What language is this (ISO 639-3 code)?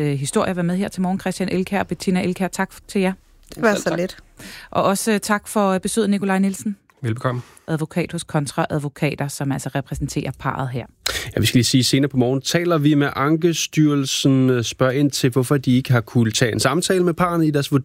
dan